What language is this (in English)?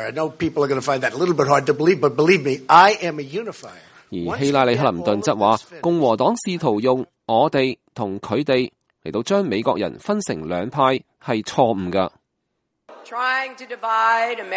Cantonese